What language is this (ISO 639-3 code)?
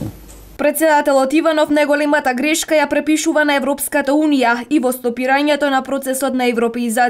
mkd